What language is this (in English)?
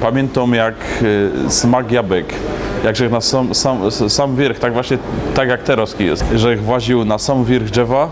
Silesian